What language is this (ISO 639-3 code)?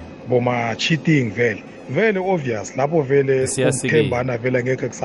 nbl